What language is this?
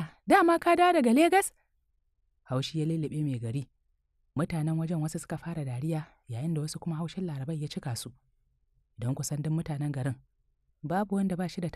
Hausa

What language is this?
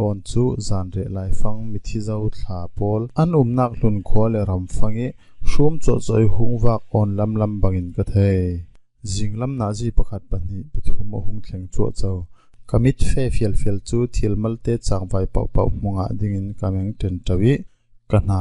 Falam Chin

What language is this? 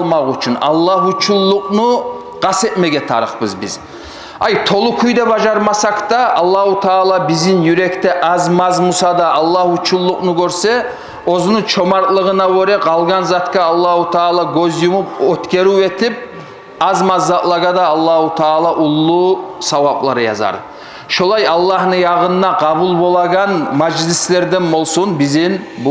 Kumyk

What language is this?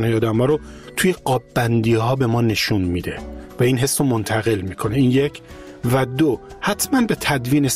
Persian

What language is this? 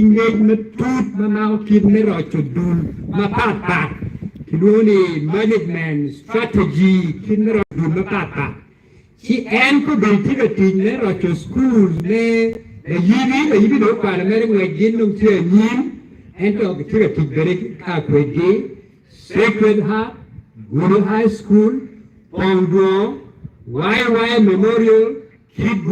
Acoli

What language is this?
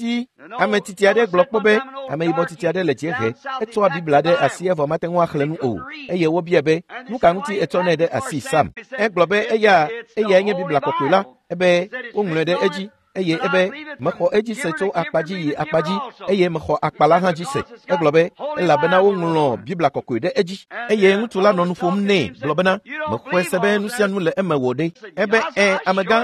Ewe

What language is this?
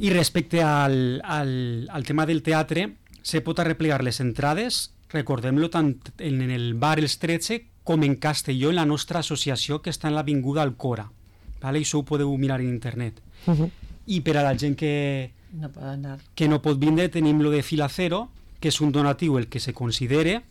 Catalan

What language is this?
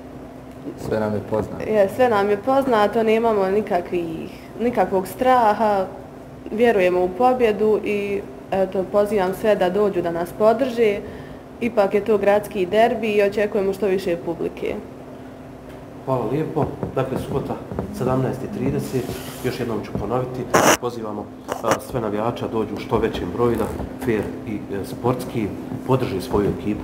Bosnian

